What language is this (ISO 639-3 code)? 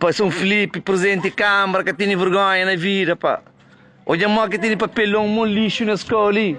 kea